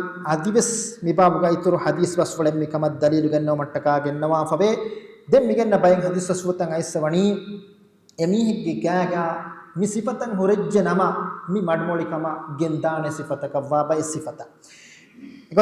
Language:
Divehi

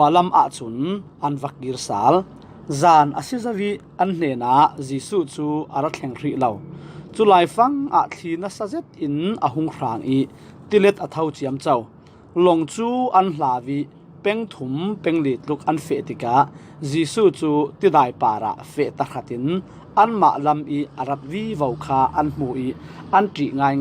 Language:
Falam Chin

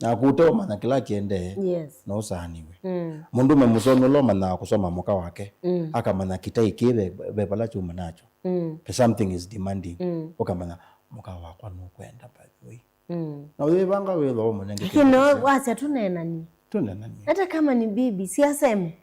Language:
Kamba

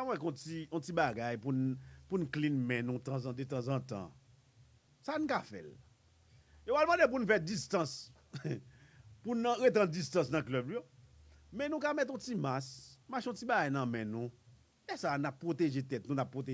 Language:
Haitian Creole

